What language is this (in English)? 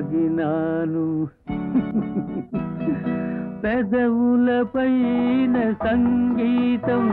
Telugu